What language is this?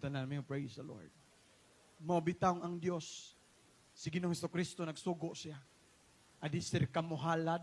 Cebuano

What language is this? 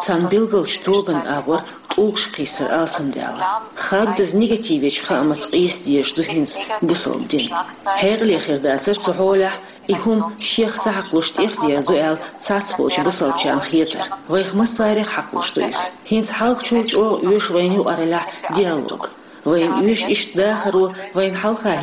Chechen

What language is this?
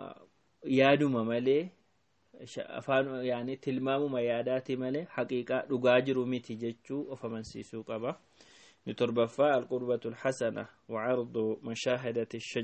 Oromo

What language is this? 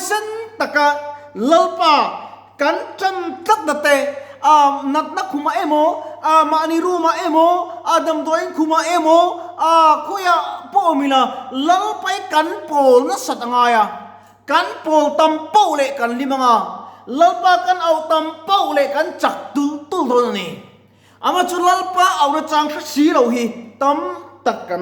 Mizo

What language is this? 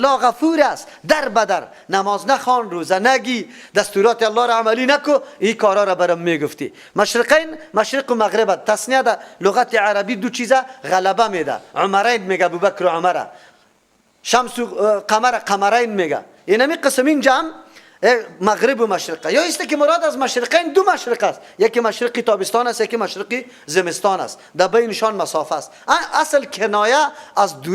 Persian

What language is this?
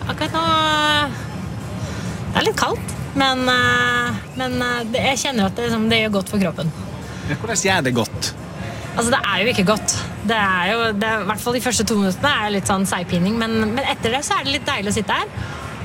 Norwegian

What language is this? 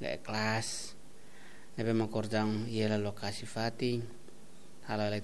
Tetum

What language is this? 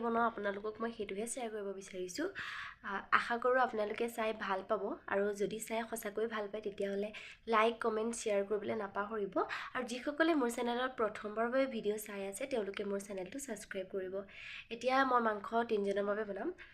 Assamese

